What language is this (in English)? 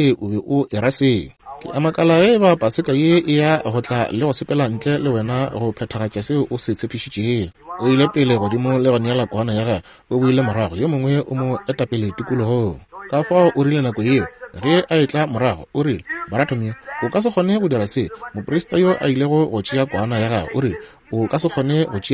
Northern Sotho